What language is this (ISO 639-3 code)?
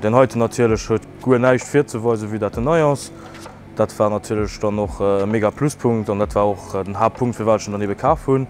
ltz